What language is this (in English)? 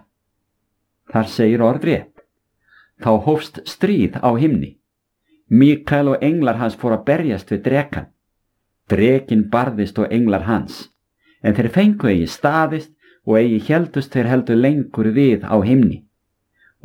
Icelandic